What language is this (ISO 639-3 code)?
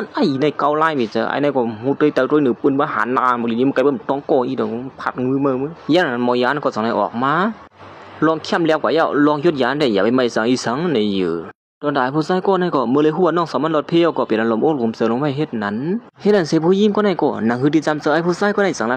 shn